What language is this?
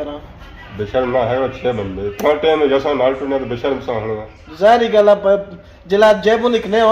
Pahari-Potwari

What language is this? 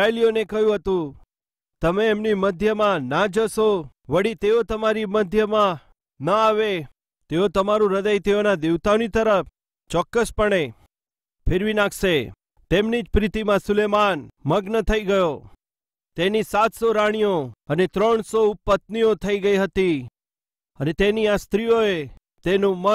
Gujarati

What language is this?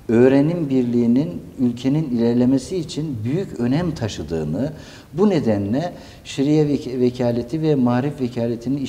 Turkish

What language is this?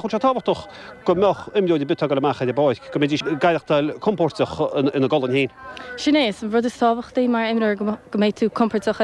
Irish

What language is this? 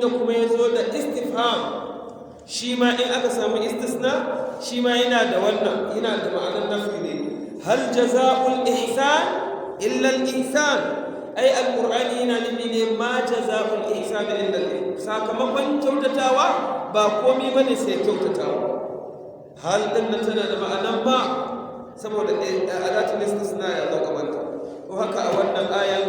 Hausa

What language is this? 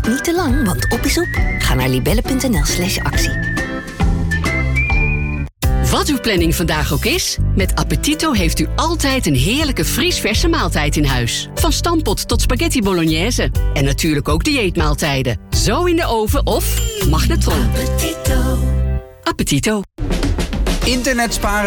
Dutch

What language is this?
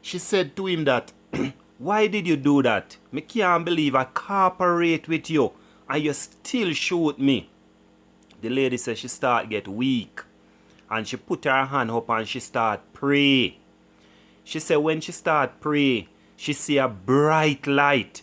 Jamaican Creole English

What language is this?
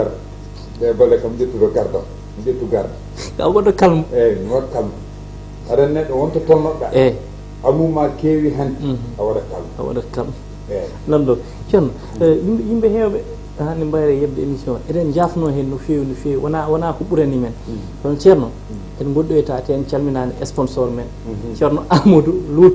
Fula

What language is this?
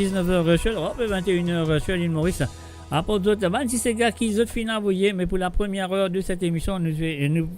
Morisyen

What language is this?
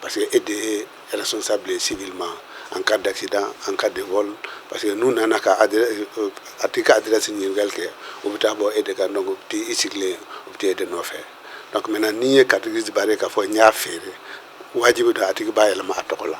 Bambara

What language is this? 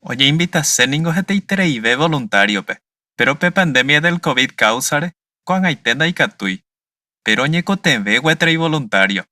Guarani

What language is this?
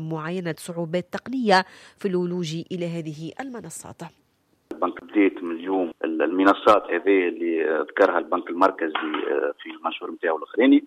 Tunisian Arabic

